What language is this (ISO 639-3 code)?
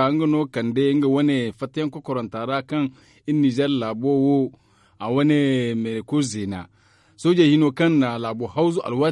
dje